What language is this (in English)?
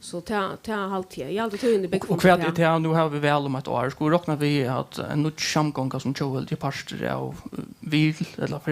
Faroese